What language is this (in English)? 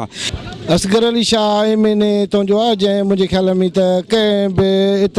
Sindhi